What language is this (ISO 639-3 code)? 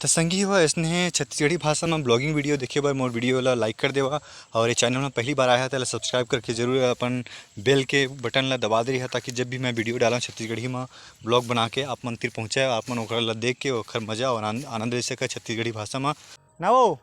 hne